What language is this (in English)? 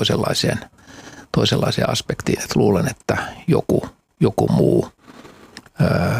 Finnish